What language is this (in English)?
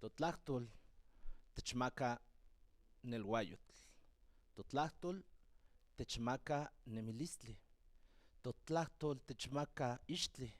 Central Nahuatl